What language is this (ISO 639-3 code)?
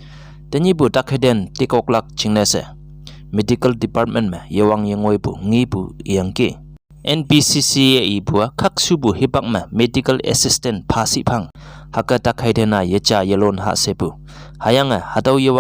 nbe